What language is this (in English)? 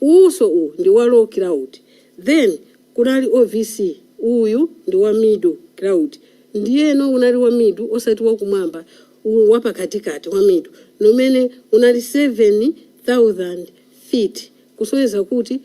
Nyanja